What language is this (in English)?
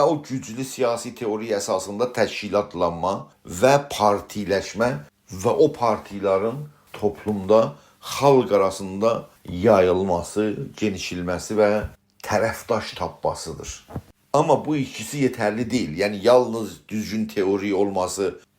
South Azerbaijani